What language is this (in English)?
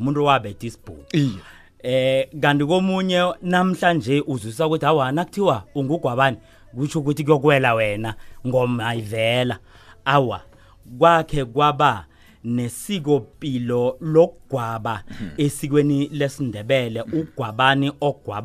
South Ndebele